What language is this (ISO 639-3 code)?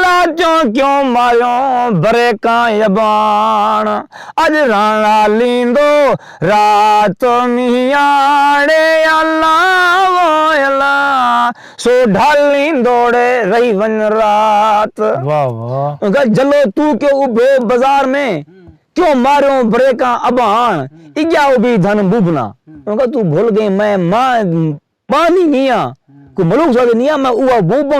skr